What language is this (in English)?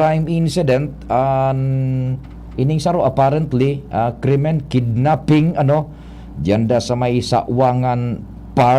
Bikol